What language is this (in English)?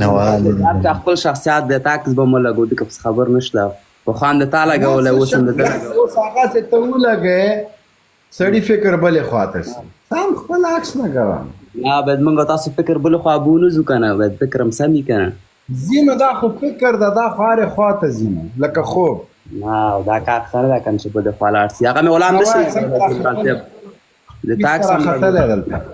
Pashto